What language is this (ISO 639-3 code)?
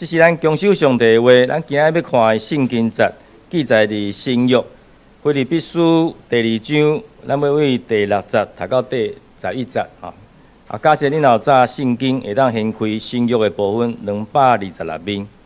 nan